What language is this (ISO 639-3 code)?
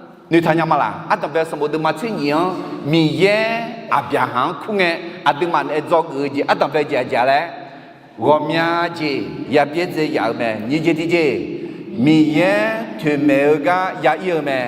ahk